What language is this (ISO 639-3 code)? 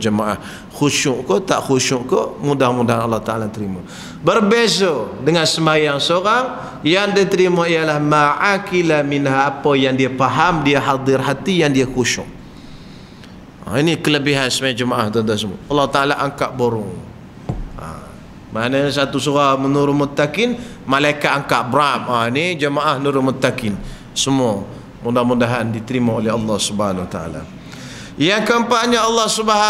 msa